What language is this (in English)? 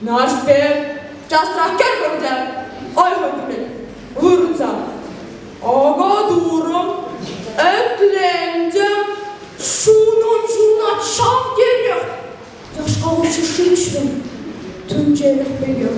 Chuvash